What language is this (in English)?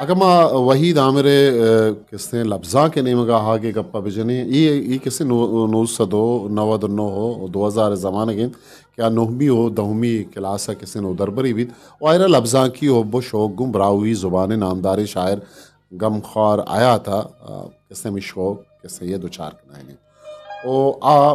Eastern Balochi